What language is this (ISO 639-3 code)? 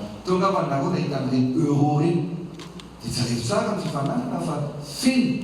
mlg